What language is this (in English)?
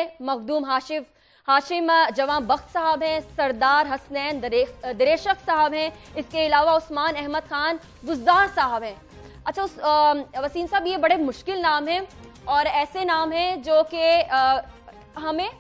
Urdu